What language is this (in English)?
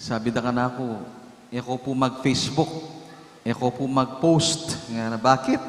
Pampanga